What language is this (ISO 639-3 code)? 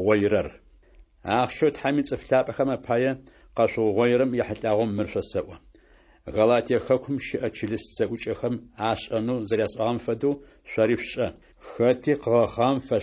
ady